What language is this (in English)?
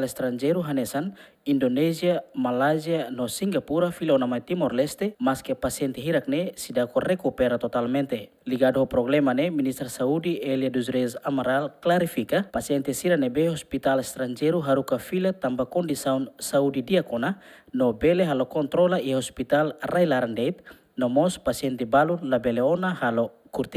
Tetum